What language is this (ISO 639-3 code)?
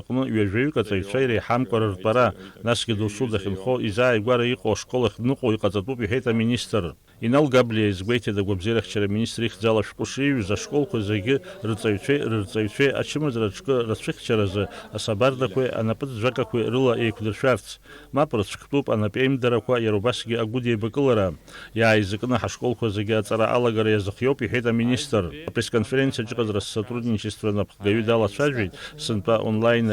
abk